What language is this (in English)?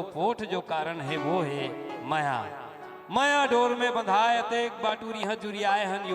Chhattisgarhi